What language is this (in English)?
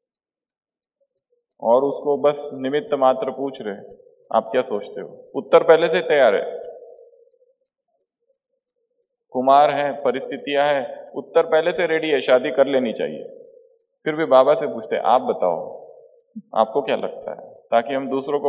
Hindi